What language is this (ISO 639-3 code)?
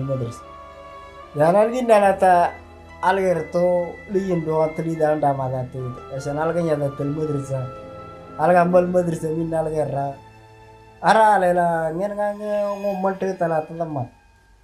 mor